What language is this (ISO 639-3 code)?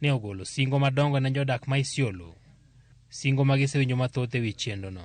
luo